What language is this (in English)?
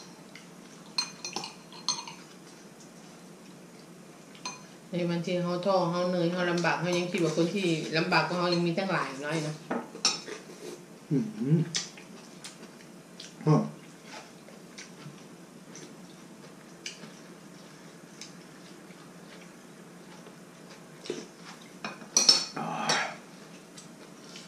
Thai